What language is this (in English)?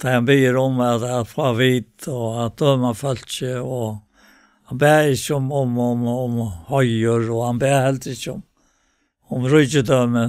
Faroese